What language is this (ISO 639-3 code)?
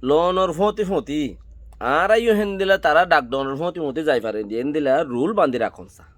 rhg